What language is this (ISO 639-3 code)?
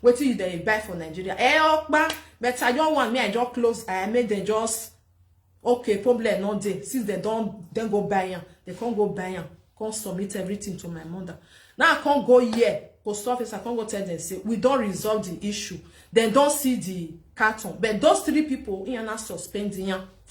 pcm